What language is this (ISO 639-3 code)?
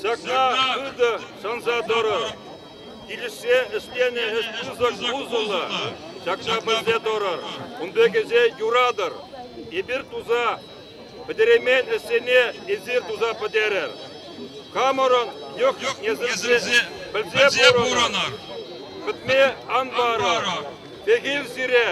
chv